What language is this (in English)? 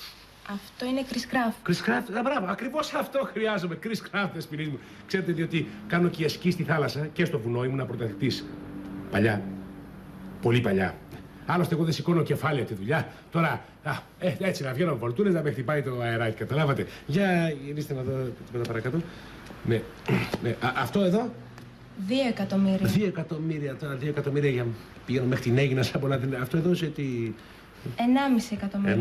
Greek